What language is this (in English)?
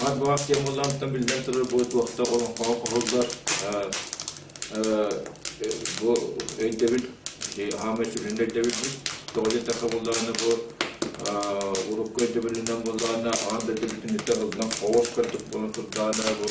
Yakut